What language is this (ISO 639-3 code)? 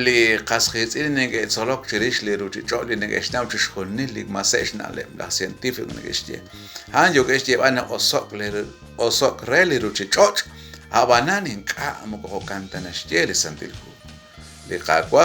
kek